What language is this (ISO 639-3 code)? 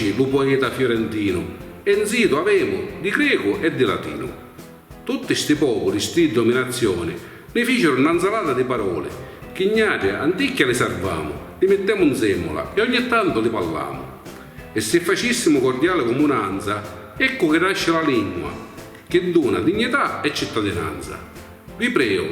scn